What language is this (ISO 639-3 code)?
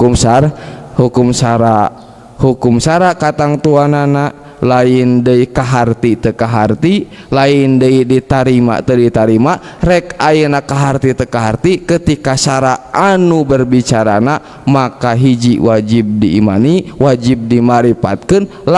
sun